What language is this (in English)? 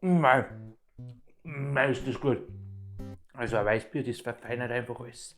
Bavarian